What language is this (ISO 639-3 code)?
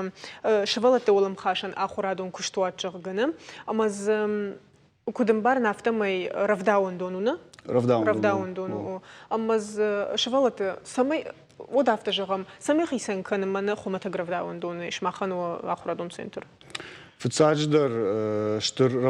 oss